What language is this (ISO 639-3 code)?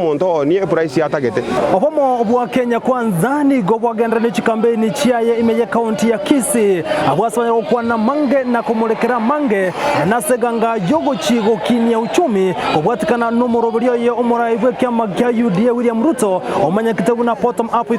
guz